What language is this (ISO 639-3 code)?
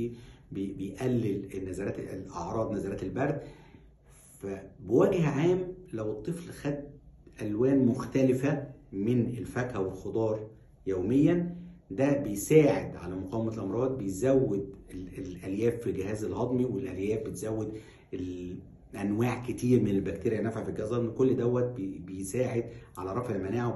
arz